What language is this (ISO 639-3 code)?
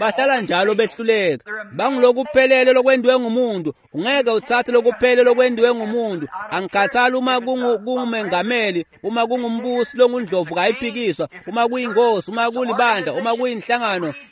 ssw